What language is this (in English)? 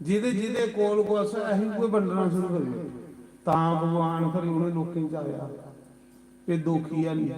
Dogri